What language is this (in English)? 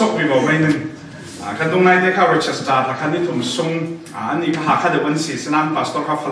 Falam Chin